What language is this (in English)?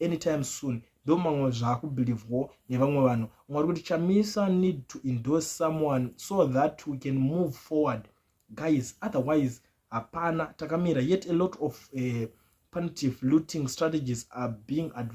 Shona